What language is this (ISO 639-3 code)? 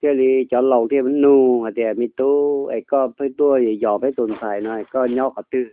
hmn